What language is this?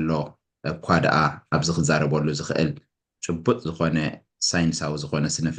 Tigrinya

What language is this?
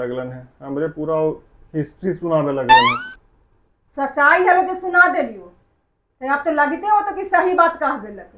Magahi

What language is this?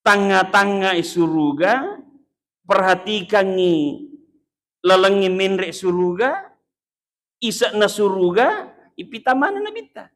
Buginese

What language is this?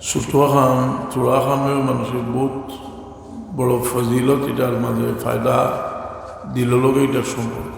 Sylheti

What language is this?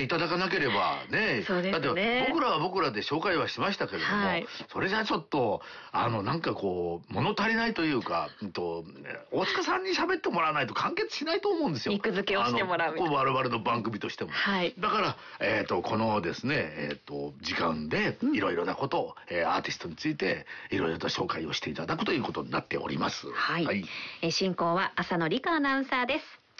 Japanese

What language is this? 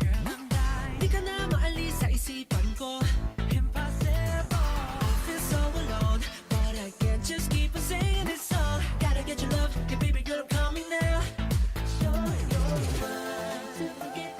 Hiligaynon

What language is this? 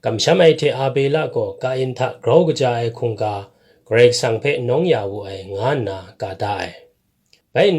Kachin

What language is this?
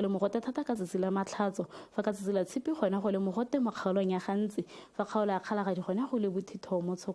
Tswana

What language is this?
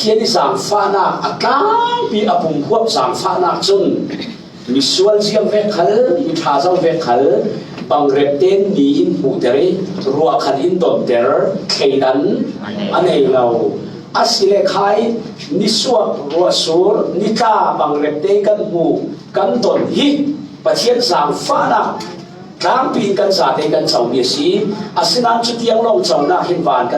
Falam Chin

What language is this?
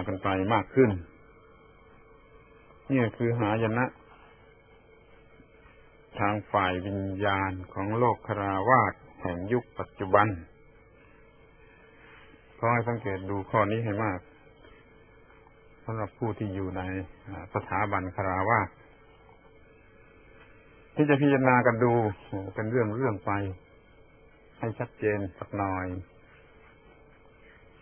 Thai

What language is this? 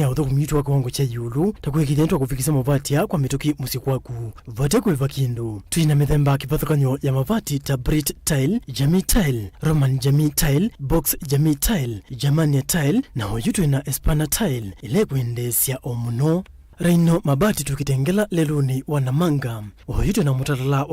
Kamba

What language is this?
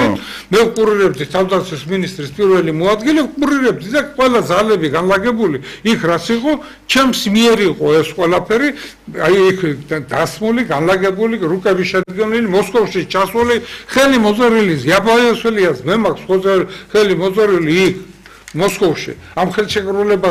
Georgian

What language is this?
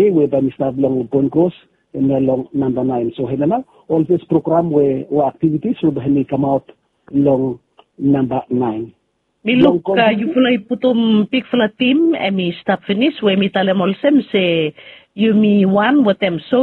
Bislama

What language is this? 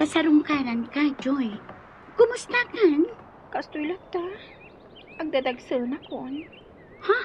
Iloko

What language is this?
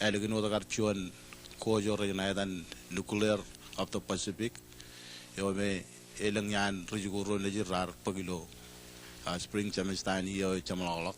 Marshallese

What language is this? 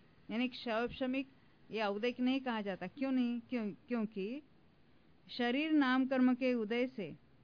Hindi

